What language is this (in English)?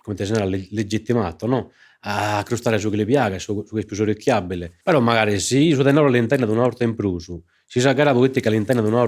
Sardinian